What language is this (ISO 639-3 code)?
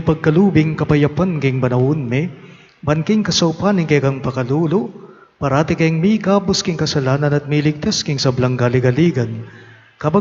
pam